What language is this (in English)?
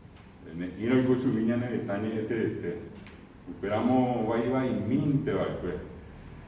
Guarani